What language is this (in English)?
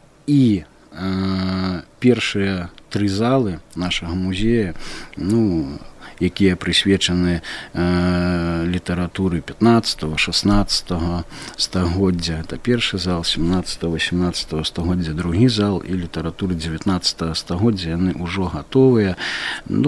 Belarusian